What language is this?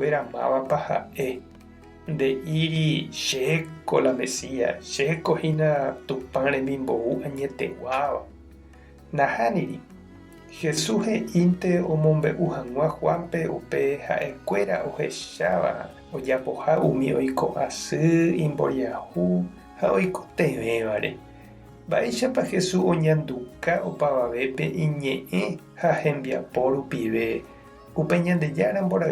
Guarani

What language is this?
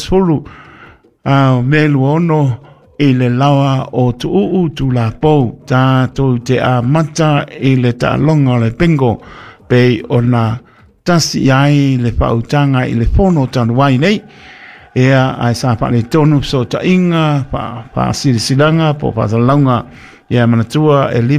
Samoan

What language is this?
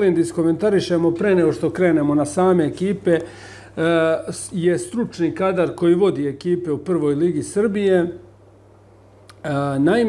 Serbian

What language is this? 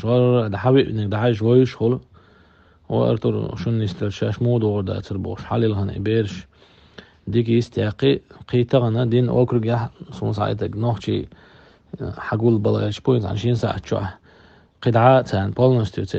Chechen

